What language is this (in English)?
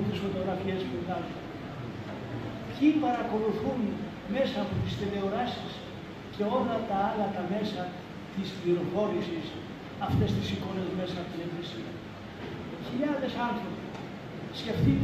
Greek